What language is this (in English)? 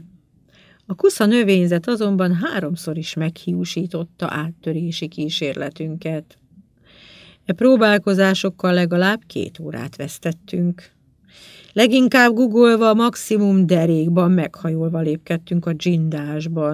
Hungarian